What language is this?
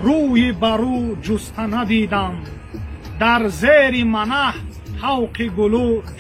Tajik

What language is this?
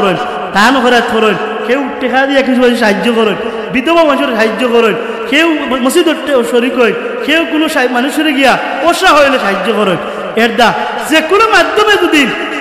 Sylheti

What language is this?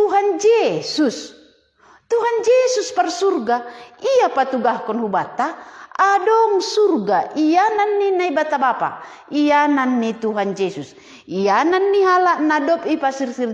Batak Simalungun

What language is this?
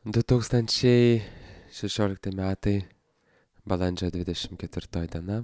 Lithuanian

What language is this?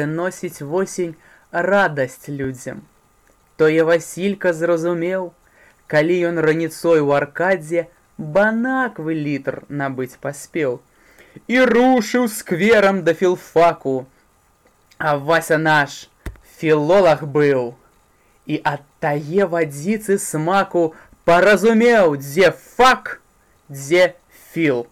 Belarusian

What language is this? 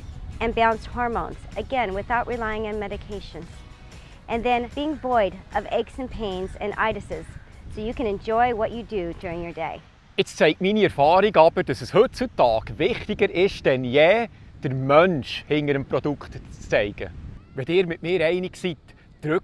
Swiss German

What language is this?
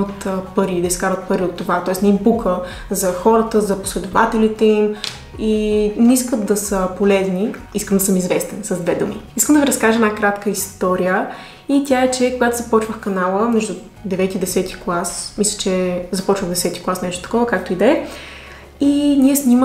Bulgarian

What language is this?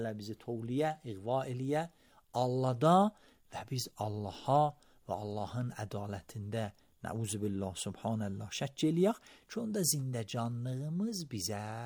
Azerbaijani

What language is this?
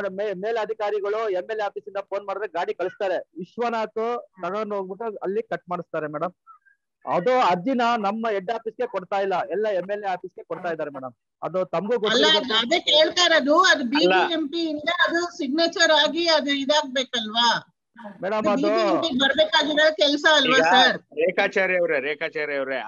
Kannada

